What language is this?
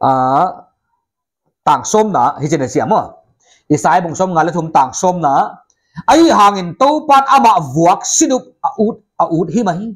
Paite Chin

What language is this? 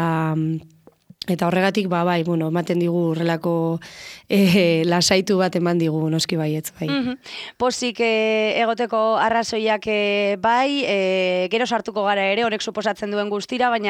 Basque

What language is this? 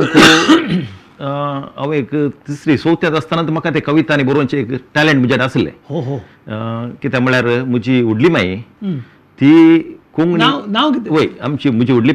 Konkani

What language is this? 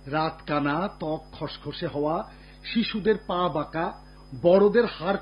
Bangla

